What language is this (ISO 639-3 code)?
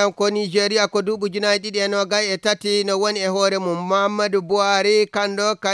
ful